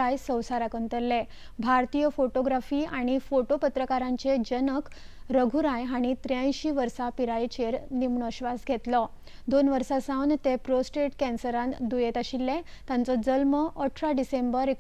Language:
Konkani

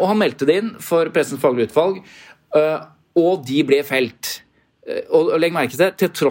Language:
Norwegian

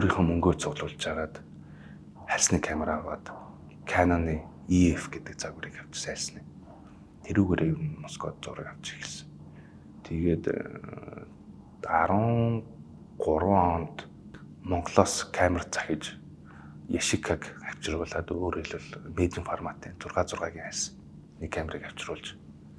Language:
Mongolian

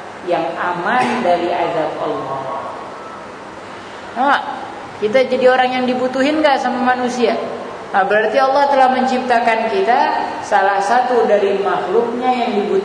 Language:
Indonesian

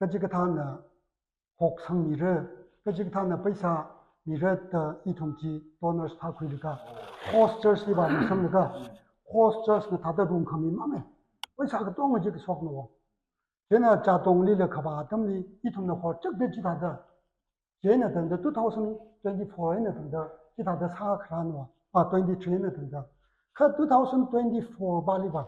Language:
Tangkhul Naga (India)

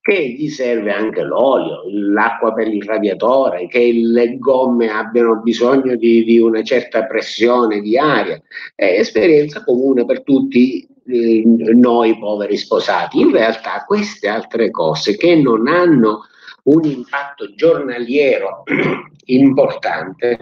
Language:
Italian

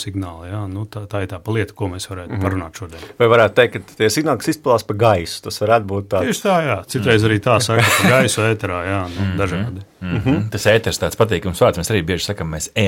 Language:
Latvian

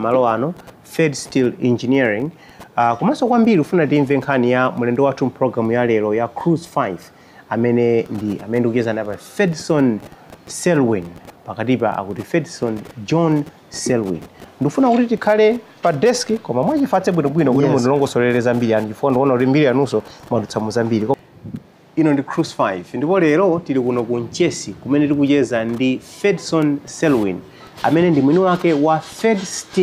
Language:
Nyanja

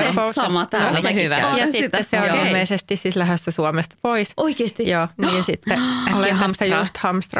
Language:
Finnish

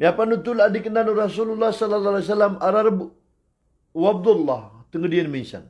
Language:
Maranao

